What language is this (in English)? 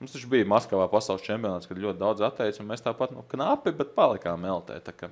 Latvian